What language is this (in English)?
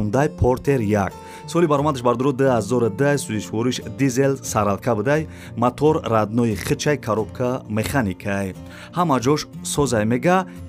Tajik